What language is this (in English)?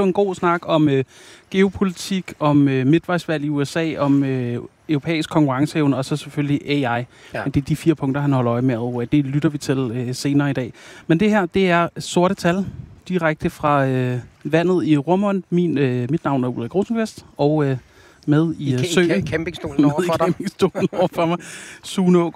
Danish